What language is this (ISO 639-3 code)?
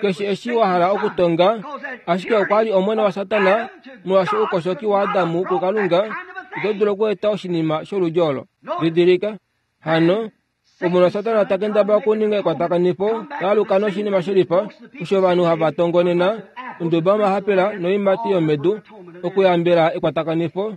kua